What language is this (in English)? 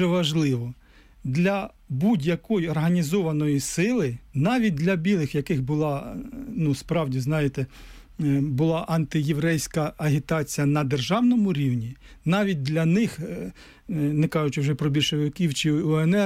Ukrainian